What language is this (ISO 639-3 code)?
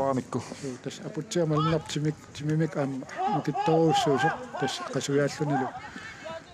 kal